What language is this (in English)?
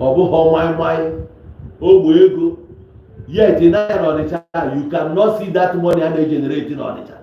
Igbo